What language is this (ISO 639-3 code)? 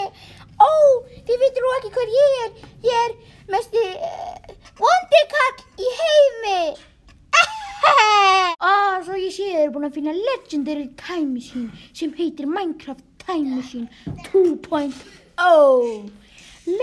isl